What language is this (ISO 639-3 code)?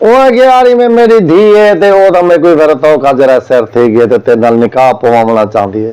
skr